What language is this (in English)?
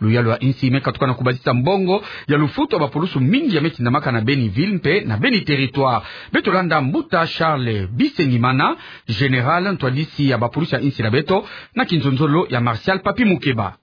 Kituba (Democratic Republic of Congo)